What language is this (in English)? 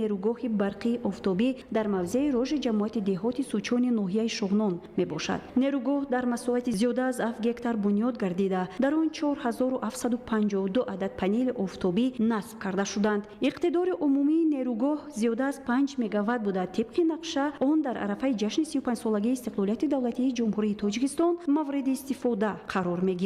Tajik